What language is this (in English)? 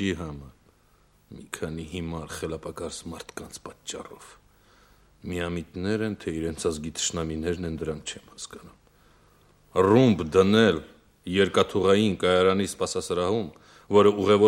Armenian